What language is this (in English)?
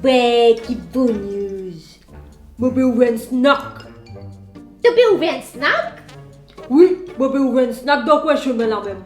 Morisyen